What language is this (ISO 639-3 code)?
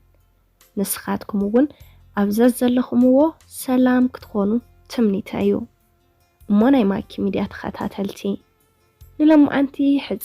tir